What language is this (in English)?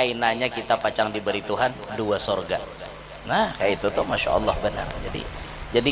Banjar